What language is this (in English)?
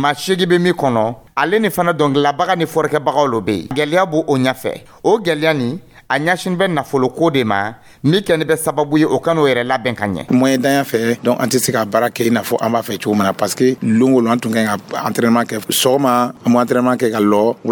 Dyula